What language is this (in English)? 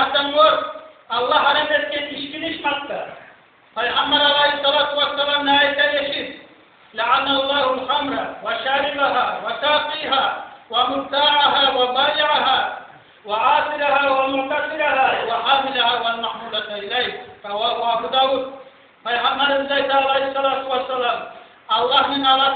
Kumyk